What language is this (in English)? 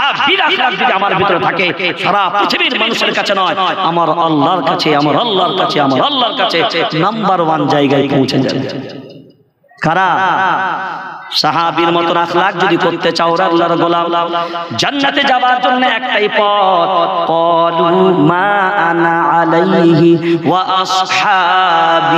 Bangla